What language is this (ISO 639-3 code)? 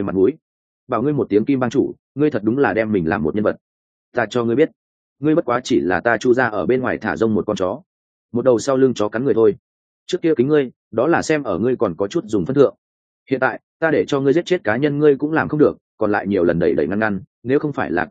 vie